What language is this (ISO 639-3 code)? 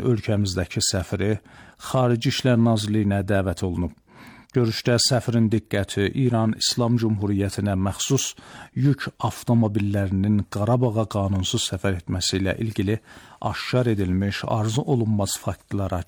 aze